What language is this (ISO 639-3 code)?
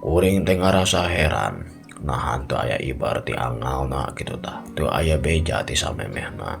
sun